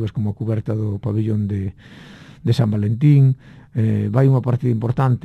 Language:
Galician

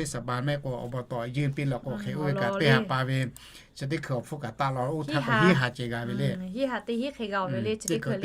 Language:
Lahu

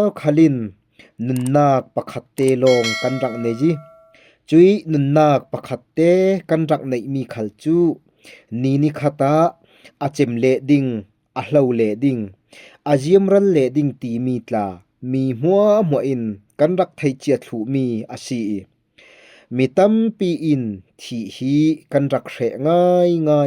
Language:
Falam Chin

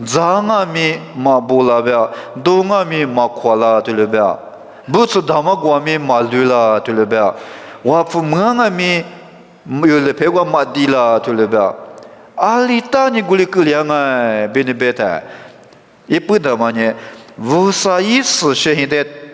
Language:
Lisu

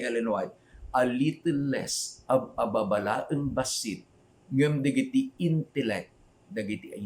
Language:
Iloko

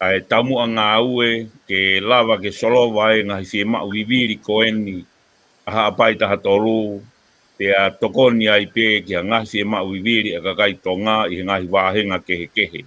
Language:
Tongan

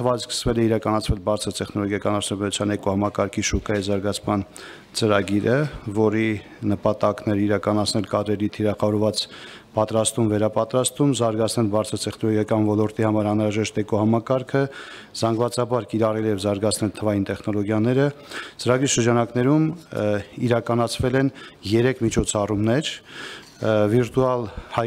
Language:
Armenian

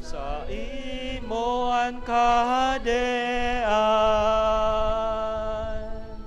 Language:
Bikol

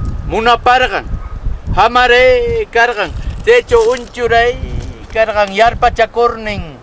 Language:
Southern Conchucos Ancash Quechua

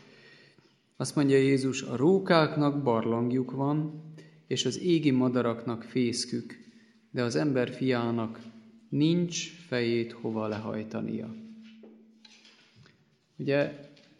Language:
Hungarian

